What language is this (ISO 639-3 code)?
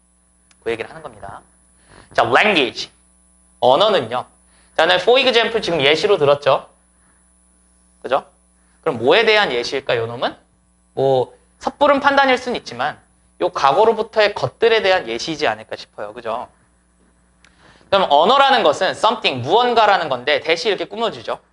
kor